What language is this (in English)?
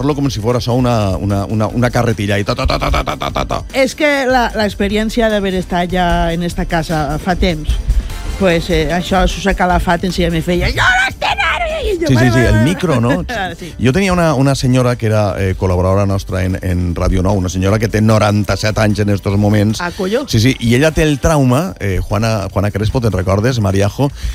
Catalan